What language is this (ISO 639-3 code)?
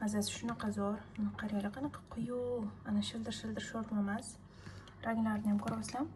uzb